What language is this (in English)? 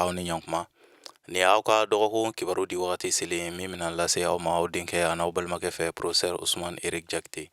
Bambara